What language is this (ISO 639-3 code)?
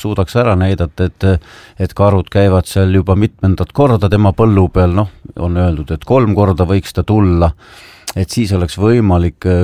est